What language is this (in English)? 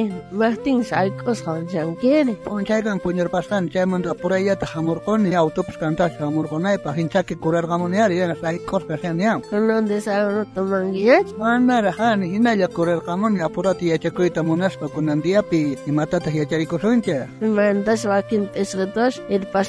South Bolivian Quechua